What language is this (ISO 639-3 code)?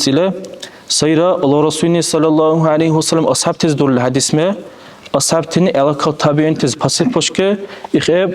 dar